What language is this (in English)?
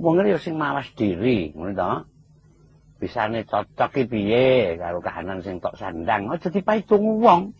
Javanese